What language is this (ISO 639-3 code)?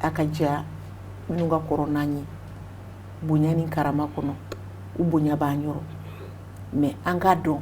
bam